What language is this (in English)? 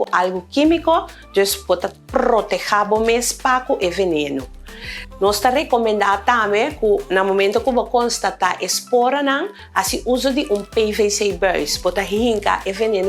Papiamento